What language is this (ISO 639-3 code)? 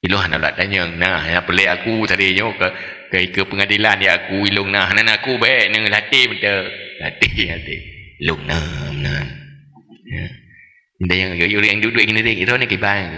ace